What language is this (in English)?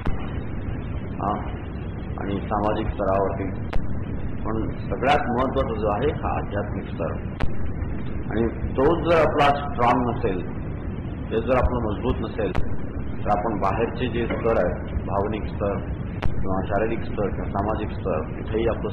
Marathi